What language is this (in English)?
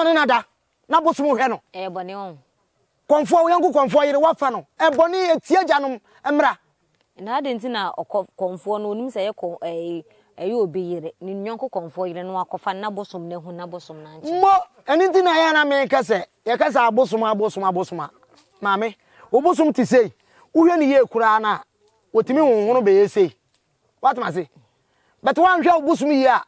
Akan